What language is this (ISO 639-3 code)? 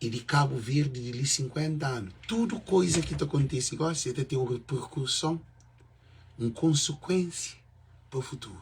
kea